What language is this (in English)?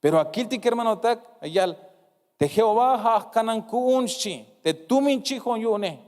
Tzeltal